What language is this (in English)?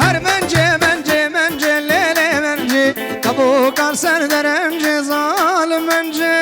Kurdish